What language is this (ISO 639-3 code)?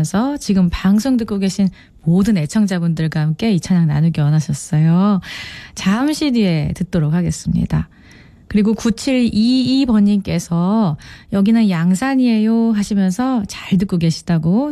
kor